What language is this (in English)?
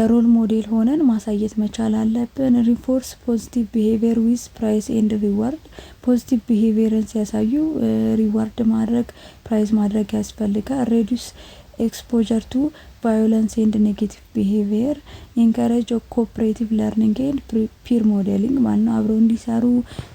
Amharic